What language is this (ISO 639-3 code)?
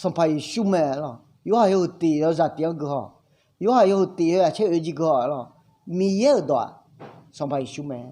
ahk